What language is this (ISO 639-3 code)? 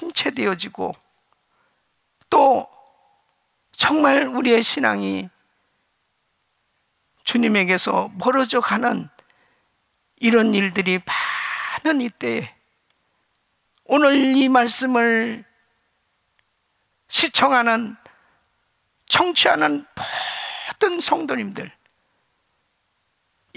kor